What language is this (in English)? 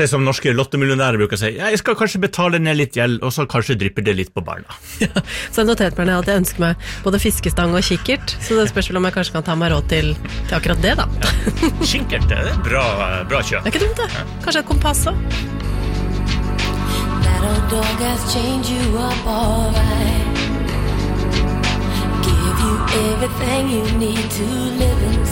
Norwegian